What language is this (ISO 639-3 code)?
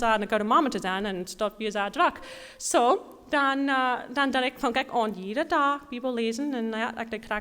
pdt